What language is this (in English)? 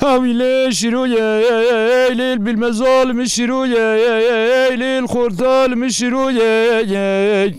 Zaza